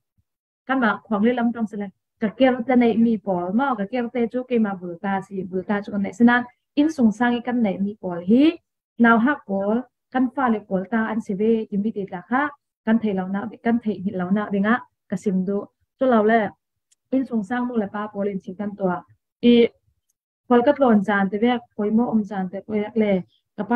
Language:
Falam Chin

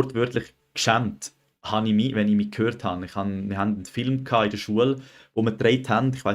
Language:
Swiss German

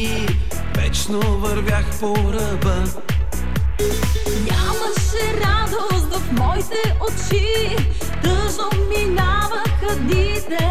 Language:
Bulgarian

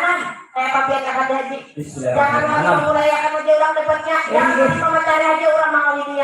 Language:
Banjar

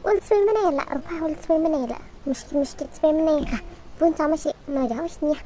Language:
Dimasa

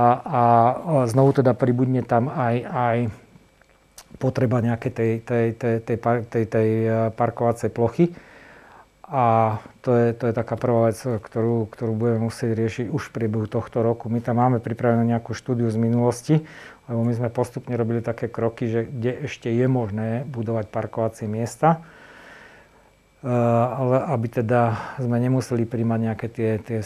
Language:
Slovak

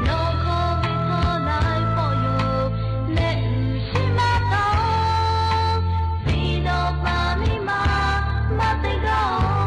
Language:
Lahu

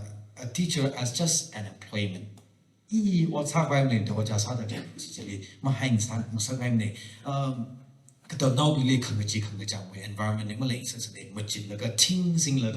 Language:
Tangkhul Naga (India)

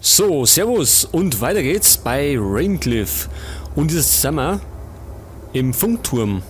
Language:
Bavarian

